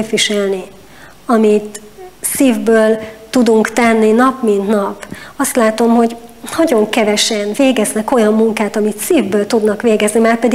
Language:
Hungarian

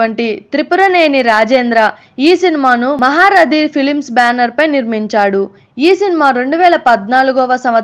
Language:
Telugu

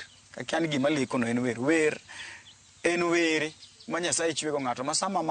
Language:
Luo (Kenya and Tanzania)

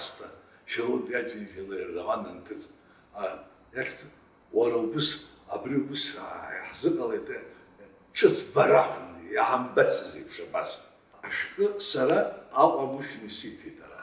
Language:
Abkhazian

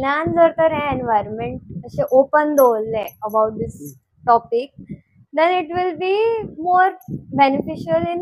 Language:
Konkani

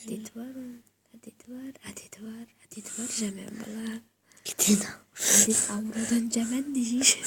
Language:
Kazakh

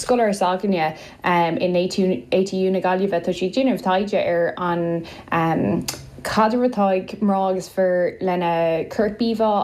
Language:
Irish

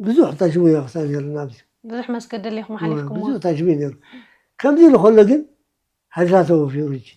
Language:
Tigrinya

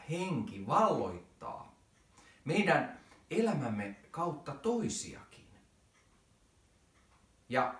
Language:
Finnish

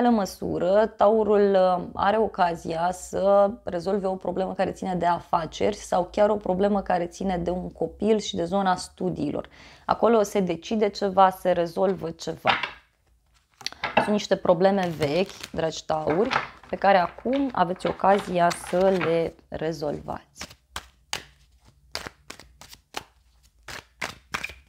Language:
Romanian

